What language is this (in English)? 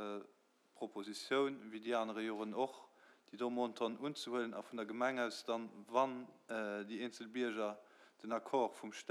Luxembourgish